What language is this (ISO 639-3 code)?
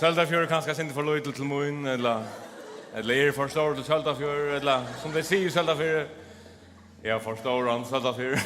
fao